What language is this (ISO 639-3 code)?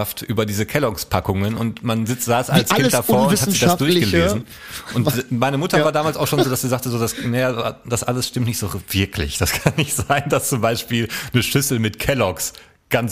deu